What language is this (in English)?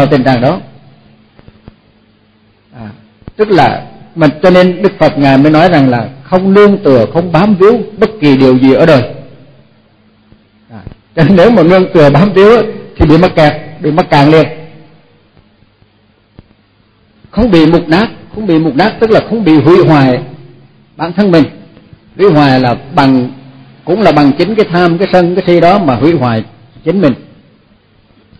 Vietnamese